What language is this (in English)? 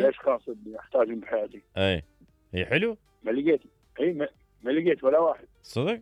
Mesopotamian Arabic